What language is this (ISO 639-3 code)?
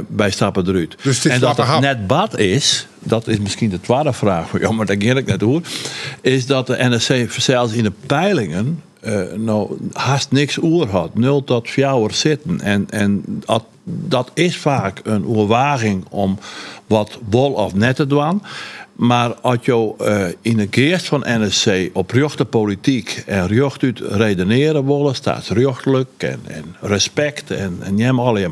fry